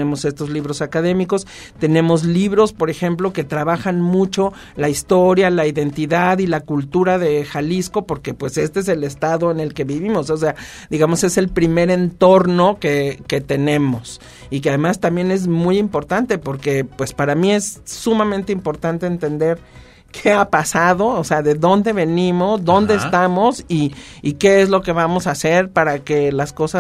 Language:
Spanish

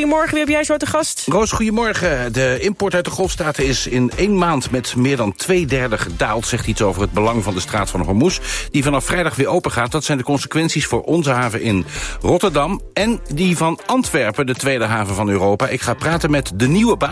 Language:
Dutch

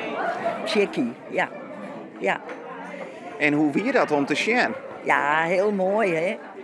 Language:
Western Frisian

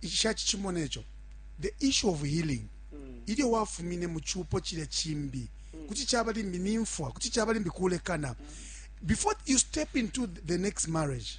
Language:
Bemba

